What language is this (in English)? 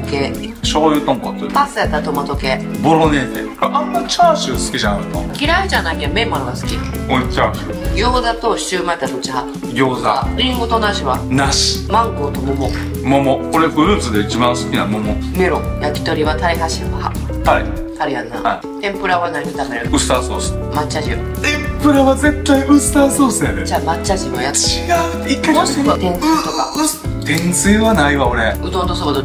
Japanese